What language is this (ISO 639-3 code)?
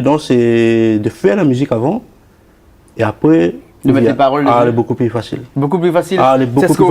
rcf